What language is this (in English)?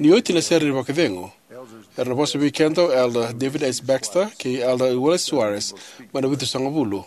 Fijian